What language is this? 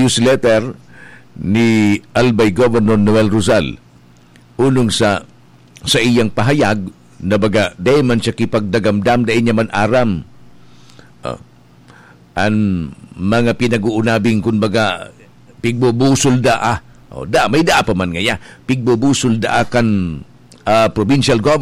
Bikol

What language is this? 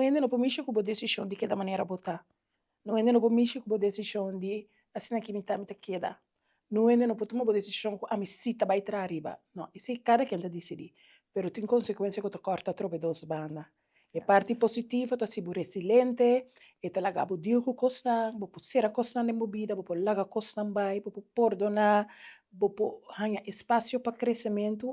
Papiamento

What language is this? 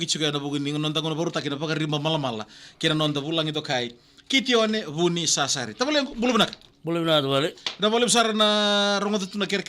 Fijian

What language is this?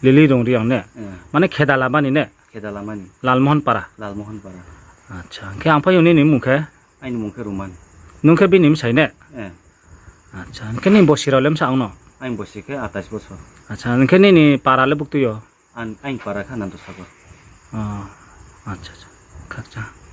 Riang (India)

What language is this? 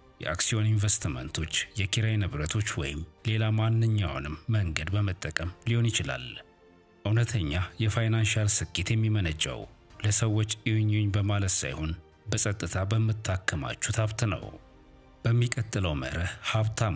Amharic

